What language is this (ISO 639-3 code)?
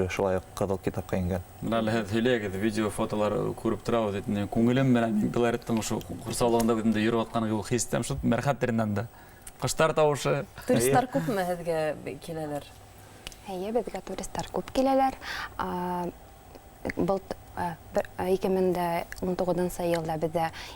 bak